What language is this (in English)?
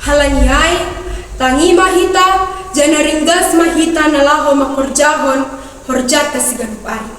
Batak Simalungun